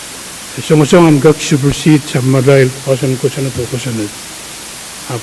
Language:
Pohnpeian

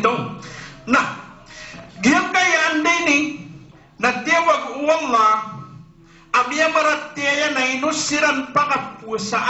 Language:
Maranao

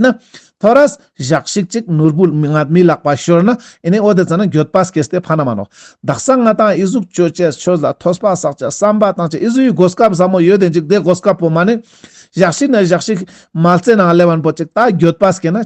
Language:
Ladakhi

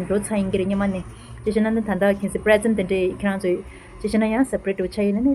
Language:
Tibetan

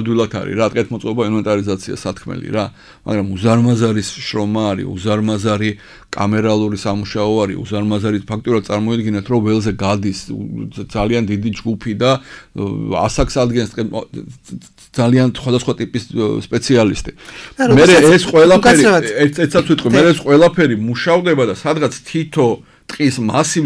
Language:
Georgian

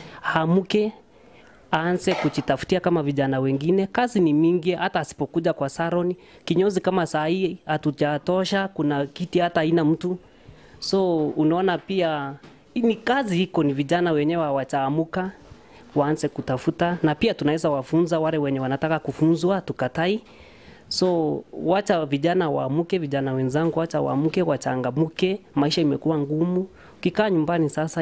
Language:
Swahili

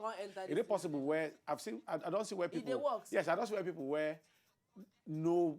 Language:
Nigerian Pidgin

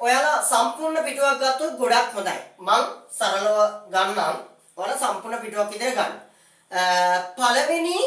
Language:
Sinhala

